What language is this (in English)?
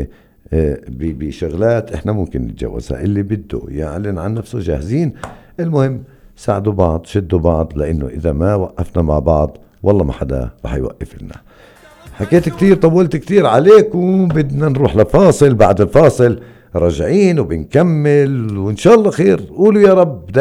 North Levantine Arabic